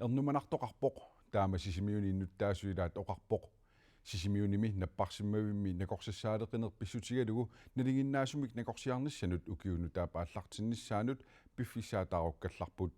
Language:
Kalaallisut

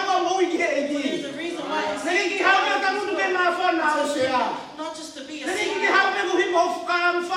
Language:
Tongan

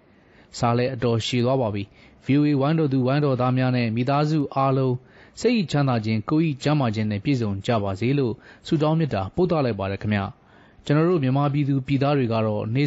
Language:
Burmese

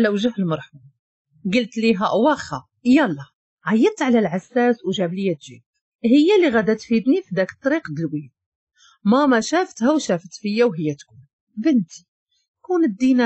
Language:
Moroccan Arabic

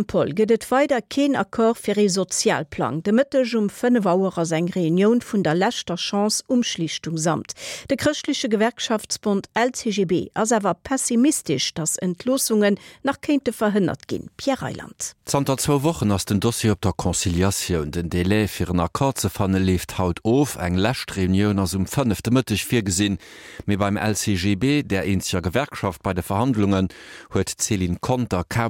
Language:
Luxembourgish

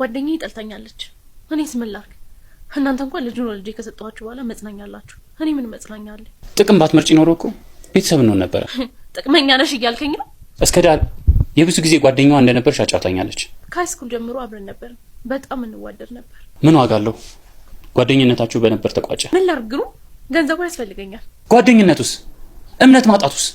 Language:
Amharic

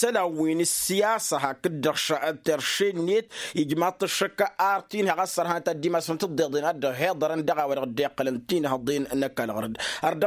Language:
Tamasheq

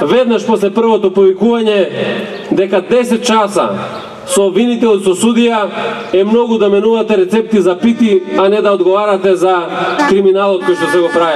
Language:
Macedonian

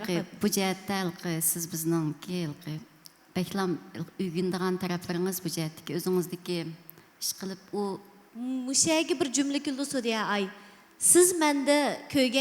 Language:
Uyghur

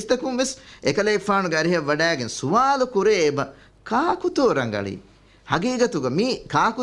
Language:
Divehi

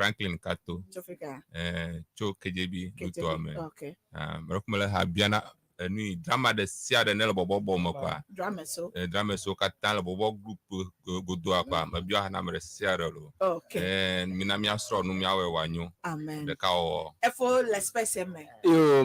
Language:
Ewe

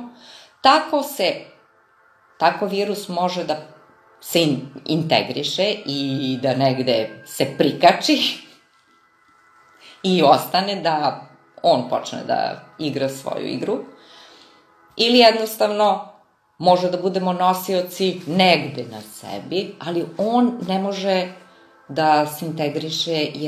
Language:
Serbian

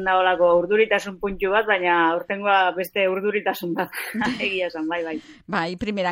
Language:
Basque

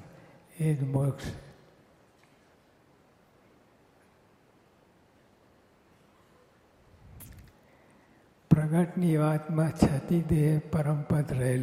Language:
Gujarati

